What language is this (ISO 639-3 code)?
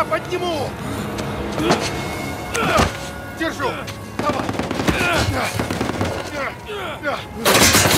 rus